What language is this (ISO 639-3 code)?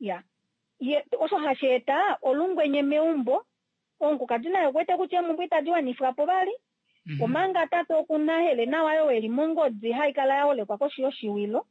kua